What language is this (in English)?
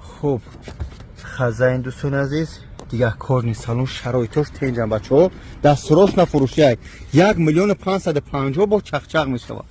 Tajik